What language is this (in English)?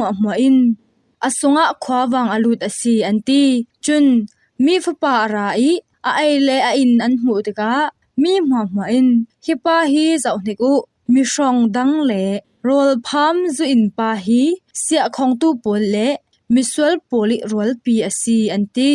Falam Chin